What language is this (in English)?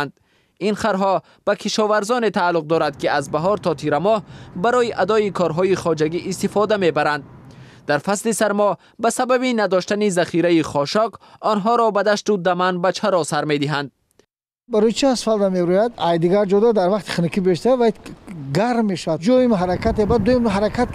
Tajik